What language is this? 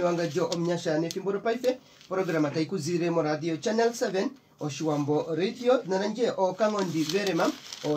Kuanyama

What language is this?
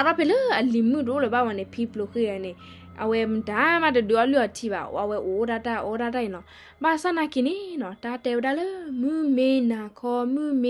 S'gaw Karen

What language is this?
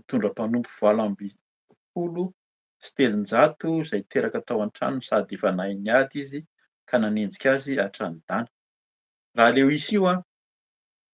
Malagasy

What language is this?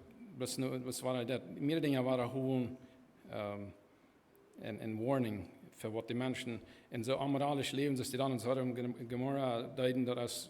Plautdietsch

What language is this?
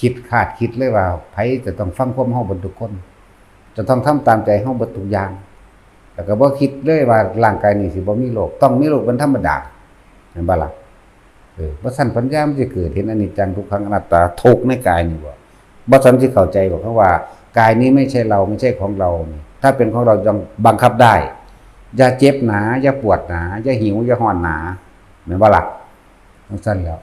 Northeastern Thai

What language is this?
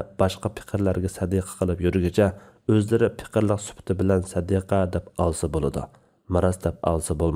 Uyghur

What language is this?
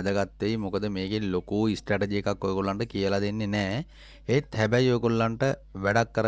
Sinhala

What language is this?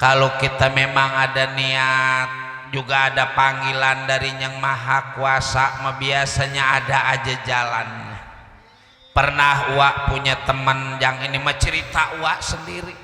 Betawi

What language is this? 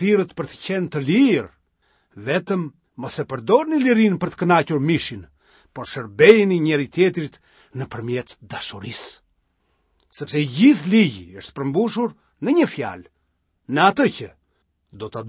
Albanian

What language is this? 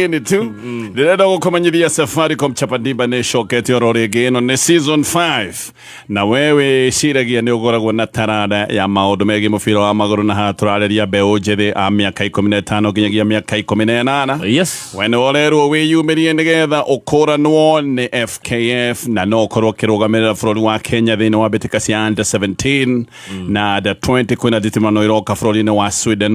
Kikuyu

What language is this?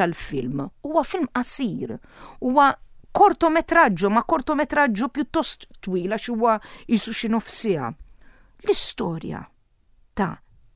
Maltese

